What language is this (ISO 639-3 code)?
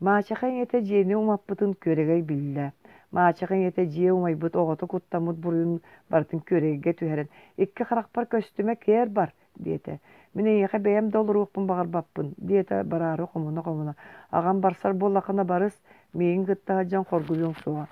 sah